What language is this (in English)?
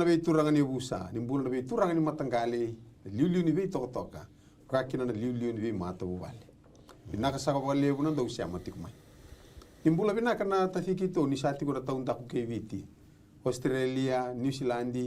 Fijian